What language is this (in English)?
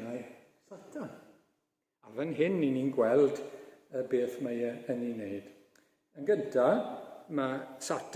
Welsh